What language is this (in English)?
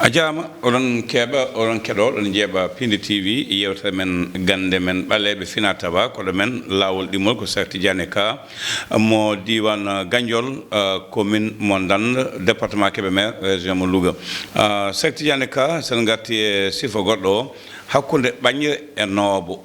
Fula